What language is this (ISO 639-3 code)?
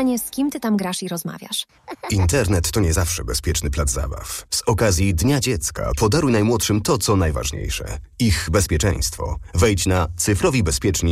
pol